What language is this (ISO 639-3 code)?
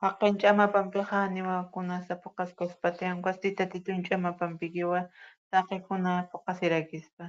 aym